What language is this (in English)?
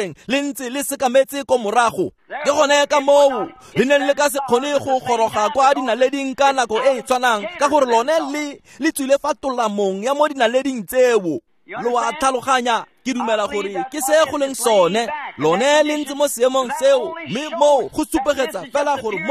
Tswana